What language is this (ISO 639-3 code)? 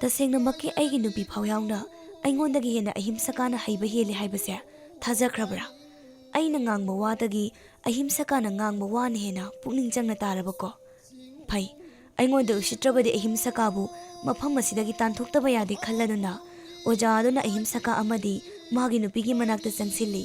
mni